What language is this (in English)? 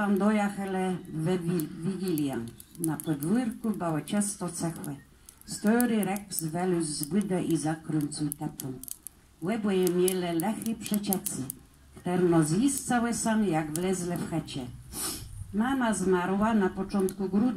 Kashubian